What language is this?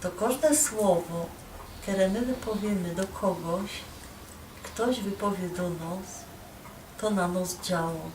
Silesian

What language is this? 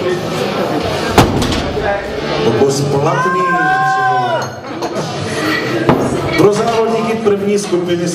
Czech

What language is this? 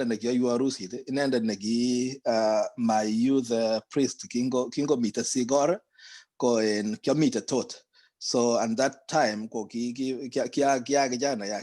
Kalenjin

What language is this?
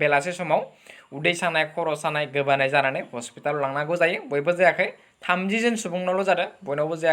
Bodo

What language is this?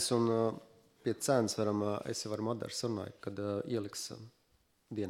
Latvian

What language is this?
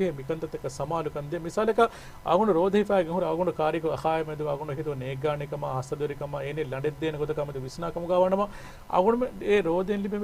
Divehi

